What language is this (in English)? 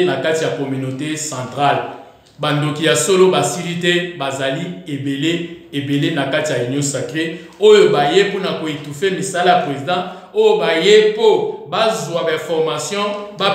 Lingala